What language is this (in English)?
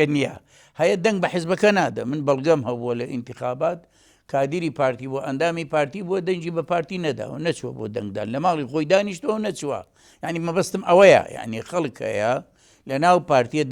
Central Kurdish